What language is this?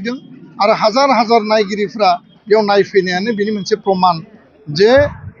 Bodo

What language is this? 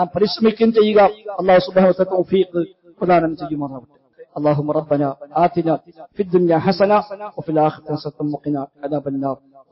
Malayalam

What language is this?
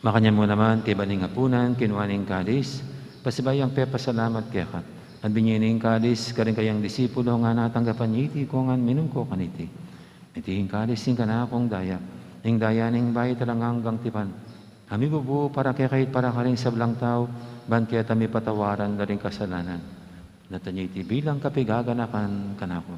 Pampanga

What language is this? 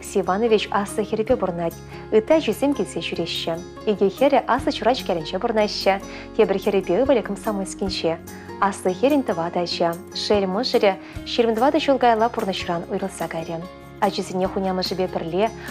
Chuvash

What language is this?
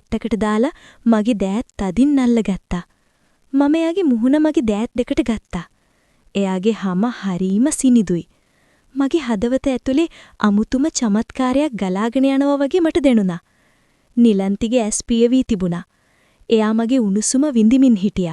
Sinhala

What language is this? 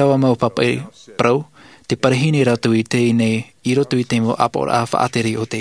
Tahitian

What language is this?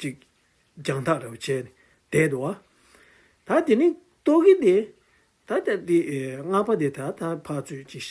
Tibetan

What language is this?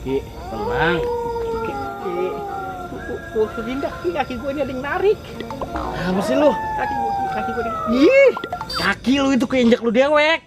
Betawi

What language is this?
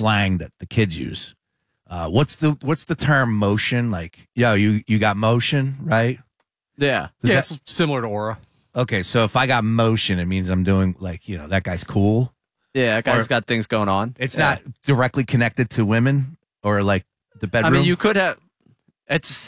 English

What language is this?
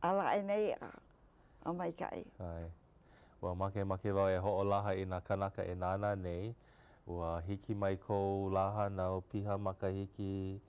Hawaiian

